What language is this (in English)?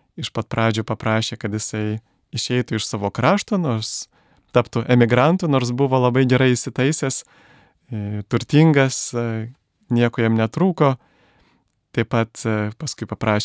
Lithuanian